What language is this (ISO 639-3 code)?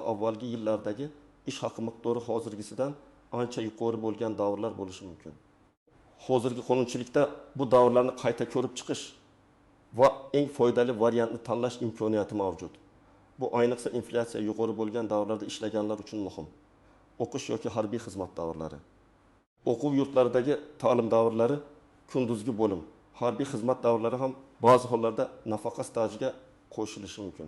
uzb